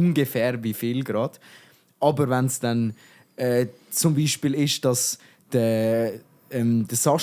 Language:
Swiss German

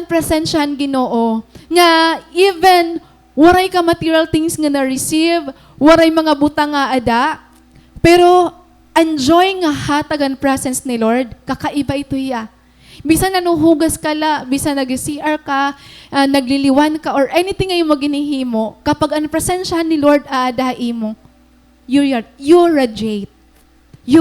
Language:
Waray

